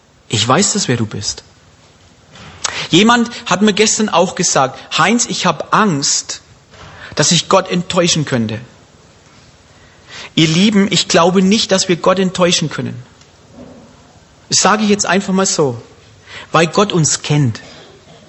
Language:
German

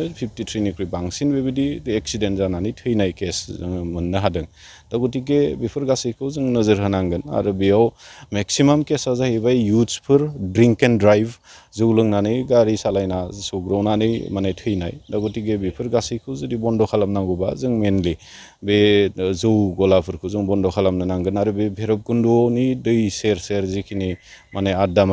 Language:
Bodo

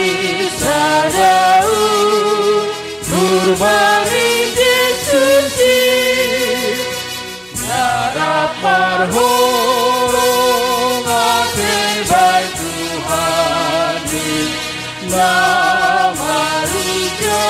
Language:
Batak Simalungun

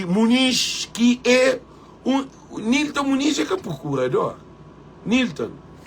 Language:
Kabuverdianu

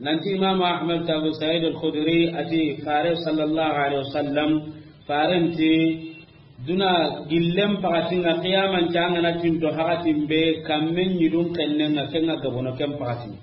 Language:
Soninke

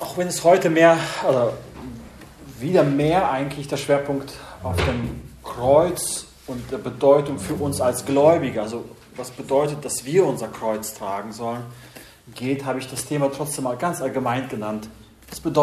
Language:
German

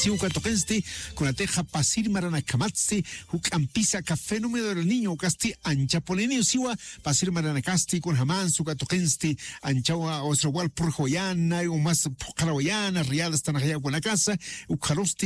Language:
Aymara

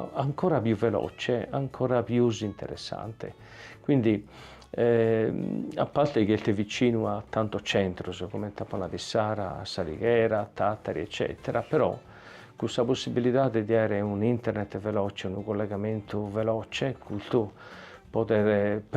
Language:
Sardinian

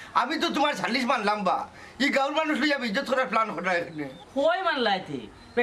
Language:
Sylheti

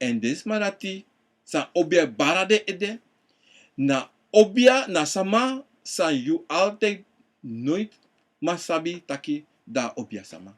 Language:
Sranan Tongo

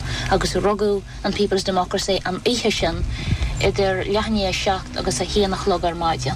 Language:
Irish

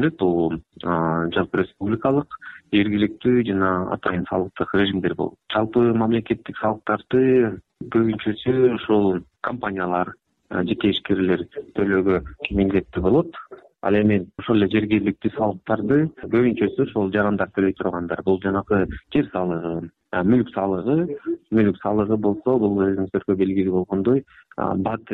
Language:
Kyrgyz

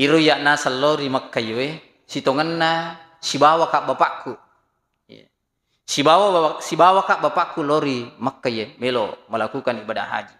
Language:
Buginese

